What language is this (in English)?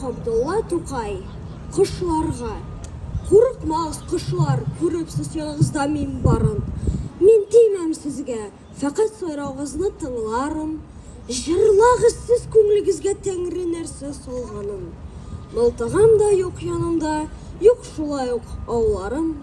Tatar